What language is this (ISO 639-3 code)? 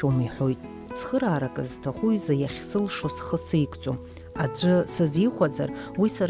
abk